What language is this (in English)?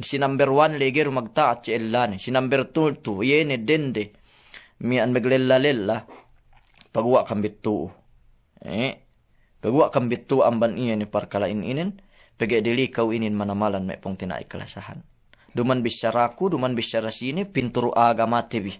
Yakan